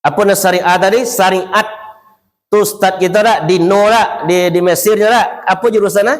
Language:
Minangkabau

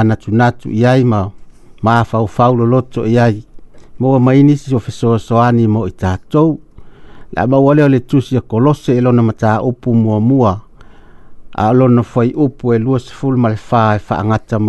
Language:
Samoan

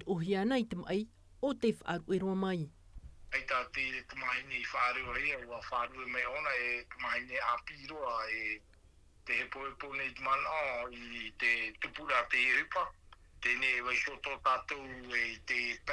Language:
Tahitian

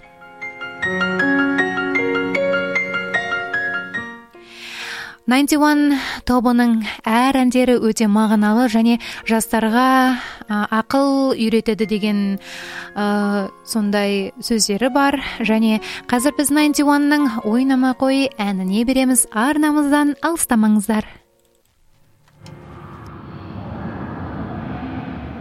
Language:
Kazakh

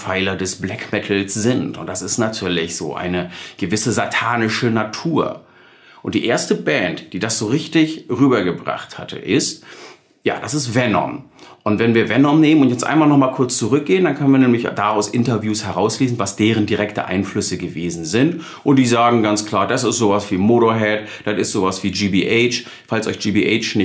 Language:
German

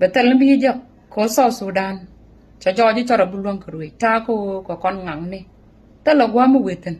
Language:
Nuer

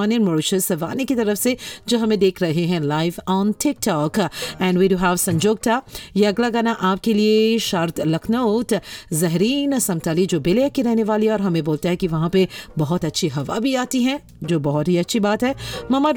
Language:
Hindi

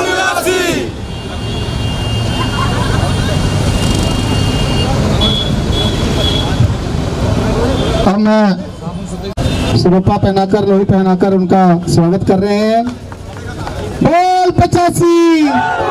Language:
Hindi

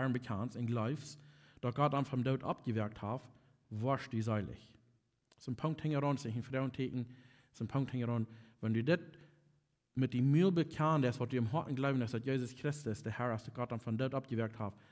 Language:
Plautdietsch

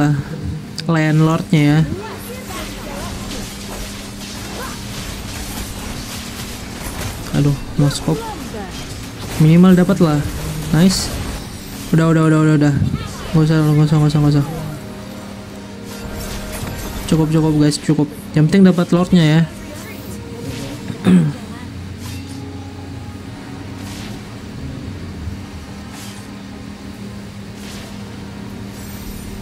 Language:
Indonesian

